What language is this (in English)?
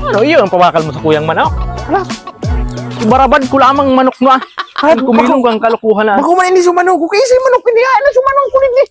Bikol